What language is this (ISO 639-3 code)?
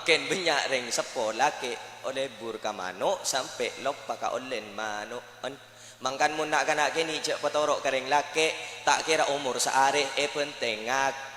mad